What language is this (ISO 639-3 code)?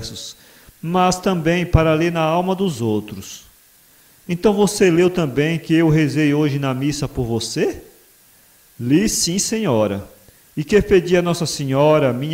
por